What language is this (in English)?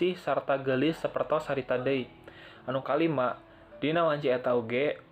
Sundanese